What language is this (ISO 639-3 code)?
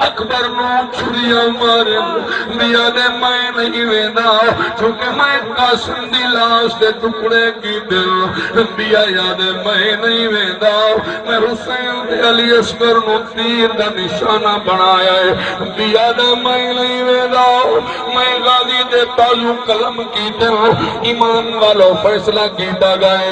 skr